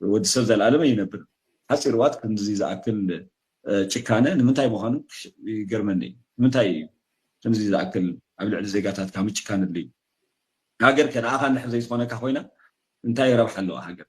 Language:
Tigrinya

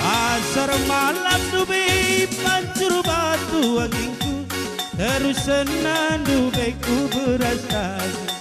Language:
Batak Karo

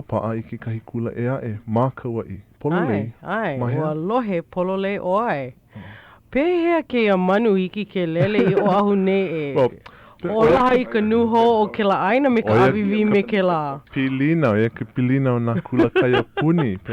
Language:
Hawaiian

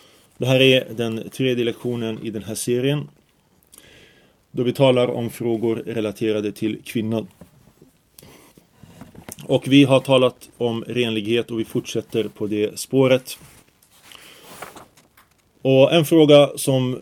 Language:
Swedish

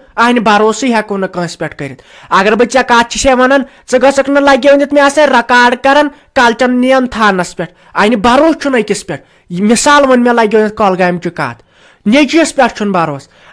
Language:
Kashmiri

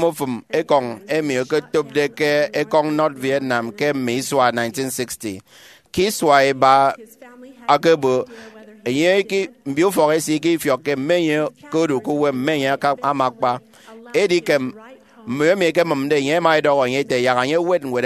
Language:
Efik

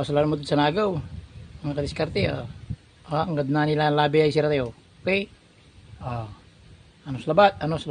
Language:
Pangasinan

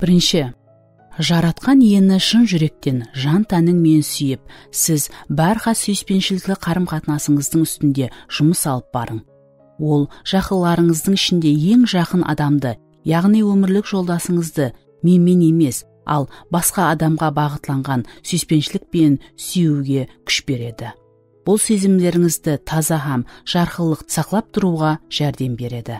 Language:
Kara-Kalpak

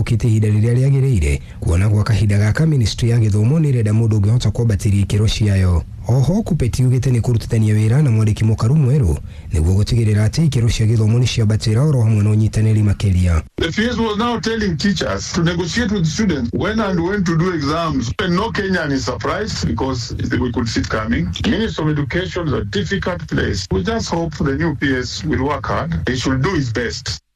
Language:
Kikuyu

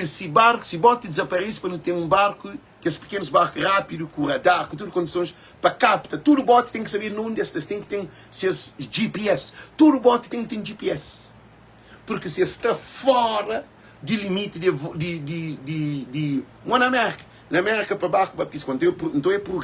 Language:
Kabuverdianu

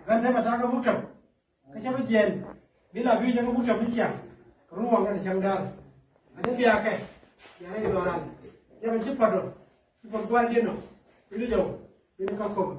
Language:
Nuer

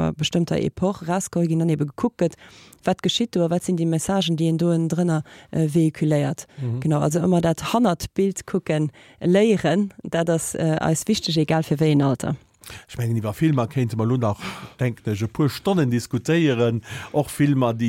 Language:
Luxembourgish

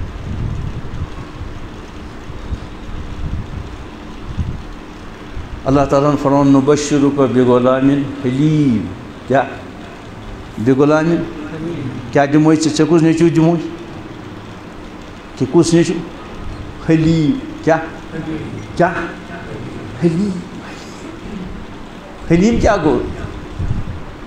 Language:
Kashmiri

